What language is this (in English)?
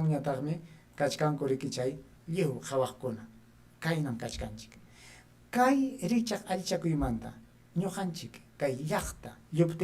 Ayacucho Quechua